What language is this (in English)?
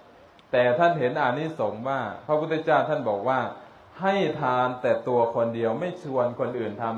Thai